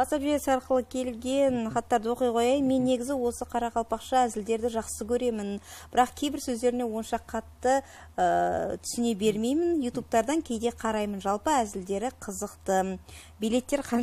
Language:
Kara-Kalpak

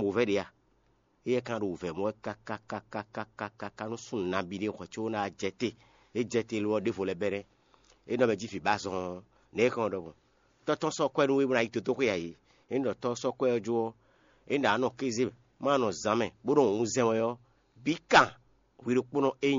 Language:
Fon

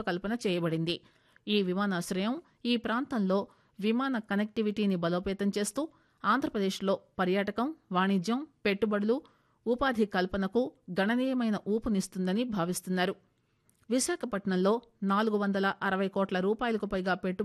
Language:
Telugu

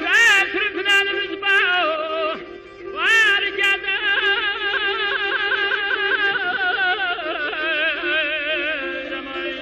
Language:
South Azerbaijani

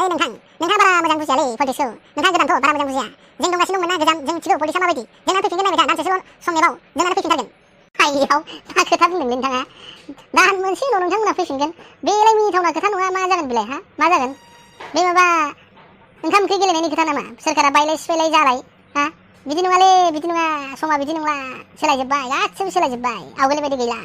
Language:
Bodo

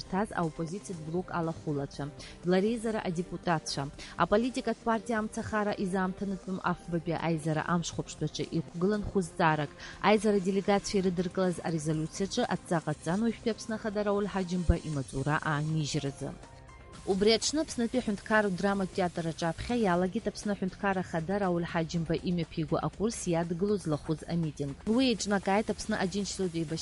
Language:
Abkhazian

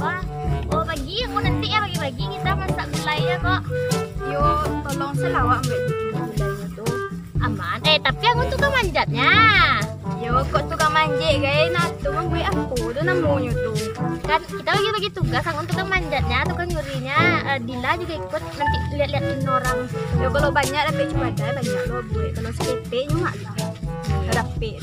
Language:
Minangkabau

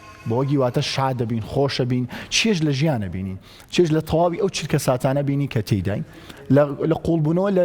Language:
Central Kurdish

